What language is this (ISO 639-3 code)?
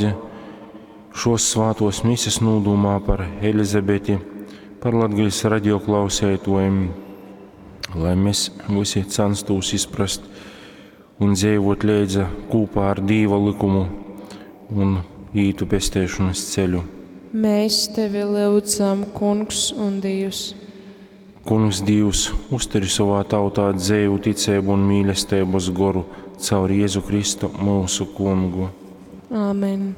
ltg